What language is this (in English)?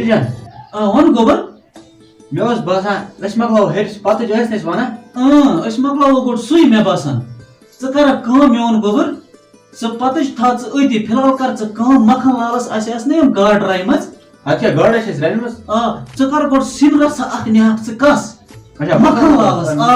Kashmiri